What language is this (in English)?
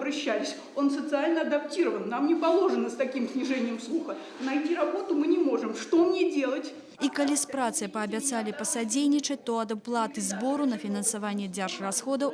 Belarusian